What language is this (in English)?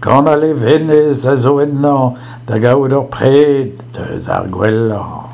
Breton